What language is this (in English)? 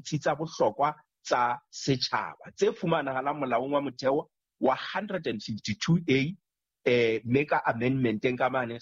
Southern Sotho